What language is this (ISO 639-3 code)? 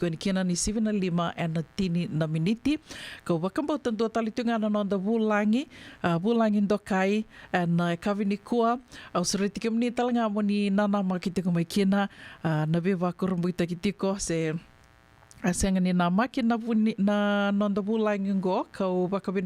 fij